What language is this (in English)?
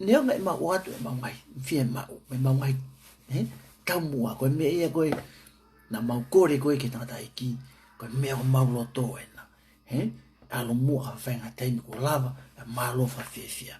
Tongan